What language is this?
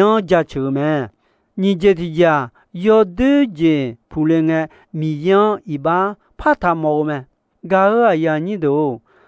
Akha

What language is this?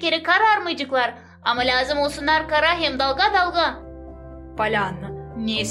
Gagauz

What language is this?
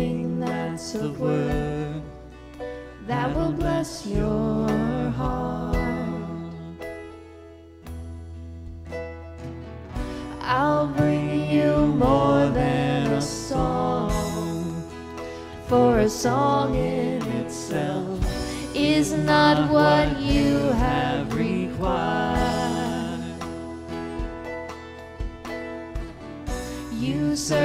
English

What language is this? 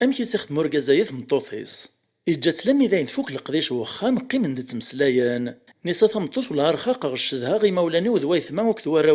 Kabyle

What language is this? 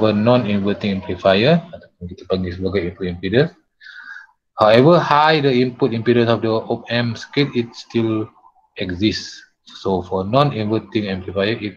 Malay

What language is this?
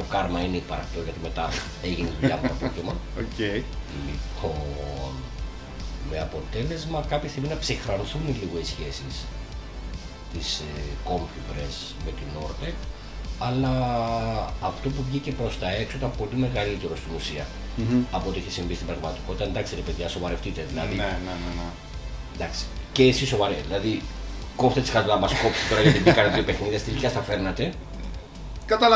Greek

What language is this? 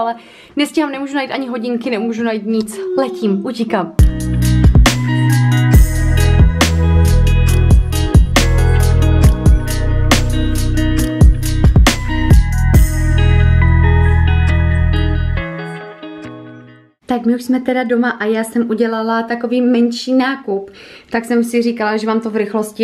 Czech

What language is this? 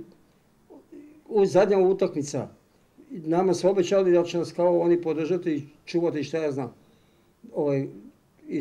Serbian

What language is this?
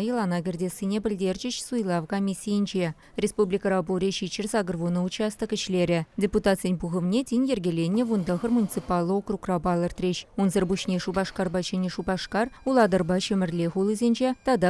Chuvash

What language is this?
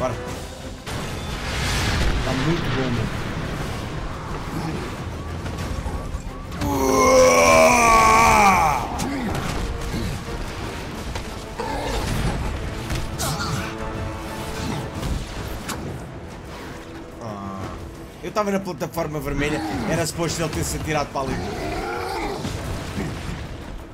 Portuguese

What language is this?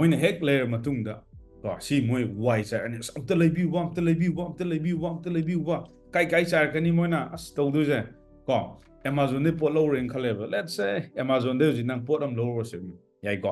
Manipuri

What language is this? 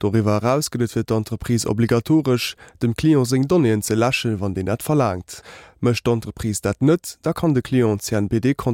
Luxembourgish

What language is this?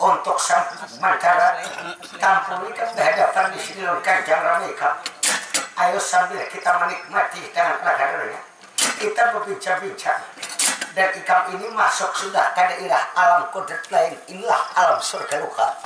Banjar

